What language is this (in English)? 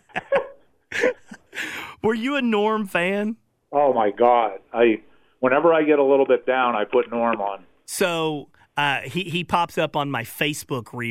English